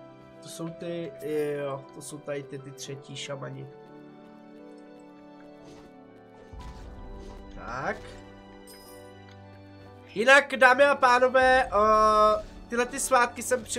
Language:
Czech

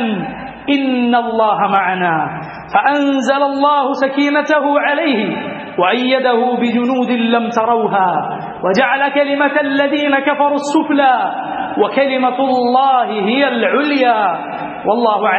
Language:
Malayalam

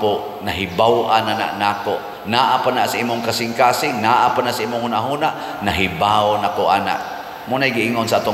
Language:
Cebuano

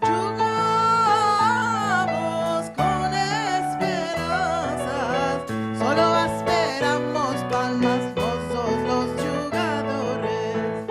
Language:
Ladino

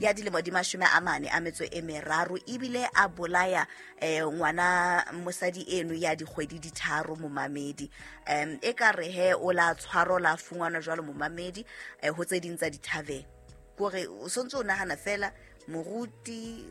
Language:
Southern Sotho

